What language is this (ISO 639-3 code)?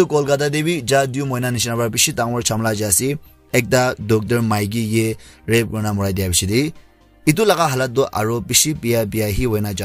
nag